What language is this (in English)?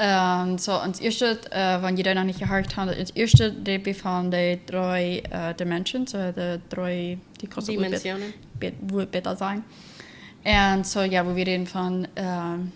Plautdietsch